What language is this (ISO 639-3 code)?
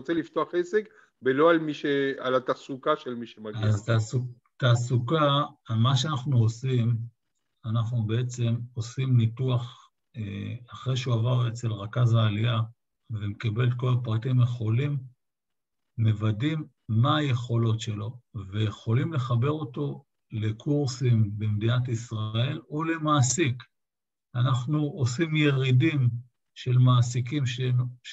heb